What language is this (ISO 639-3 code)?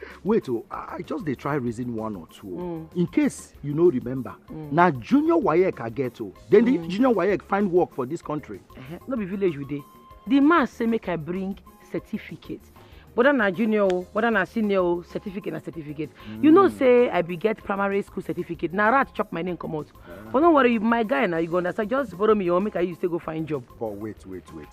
pcm